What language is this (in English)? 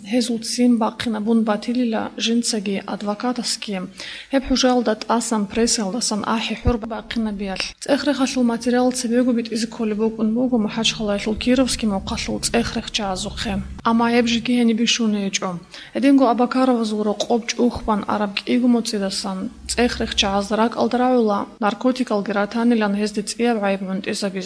Avaric